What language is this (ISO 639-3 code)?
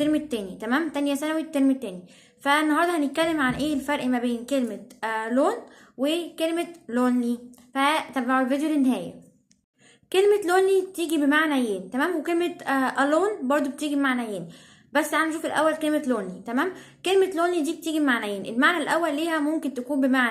arz